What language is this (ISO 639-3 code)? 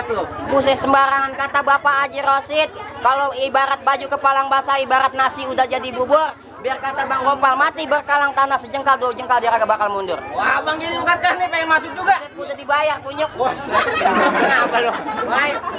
bew